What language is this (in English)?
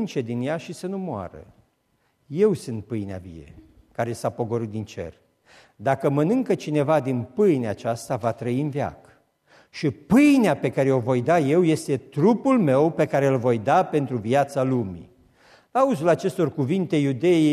Romanian